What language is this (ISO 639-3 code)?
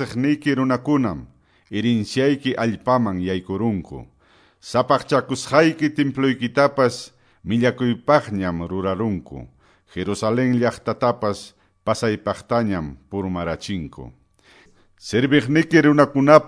que